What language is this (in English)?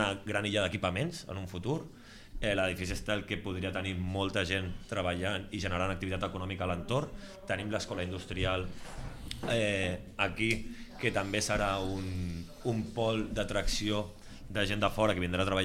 Catalan